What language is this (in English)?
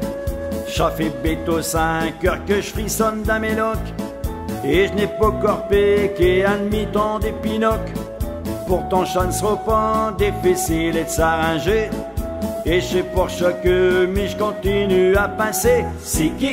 Picard